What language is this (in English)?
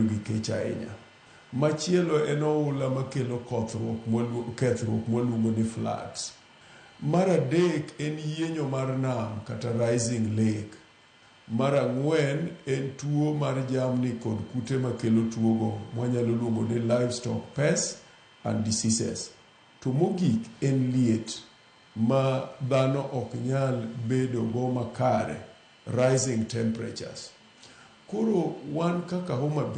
Luo (Kenya and Tanzania)